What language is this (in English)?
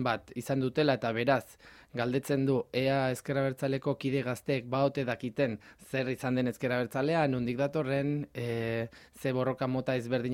Basque